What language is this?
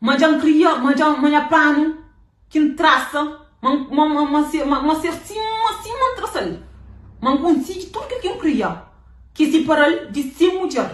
Kabuverdianu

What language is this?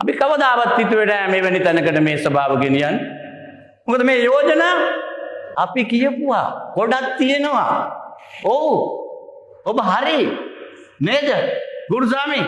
Sinhala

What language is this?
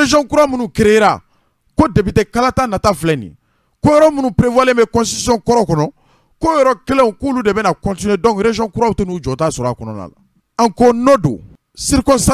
Bambara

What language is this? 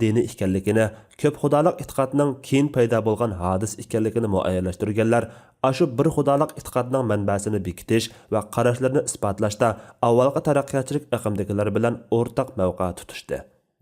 Uyghur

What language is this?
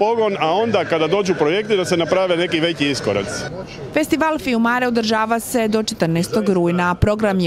Croatian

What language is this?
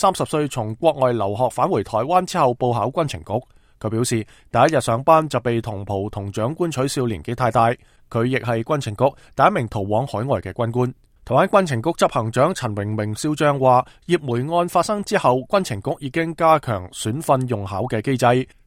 Cantonese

